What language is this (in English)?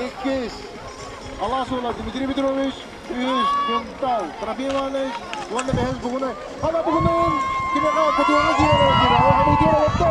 Yakut